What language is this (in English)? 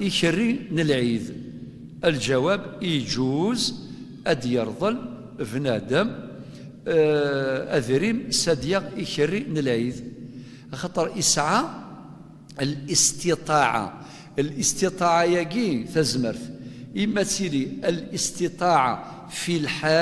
Kabyle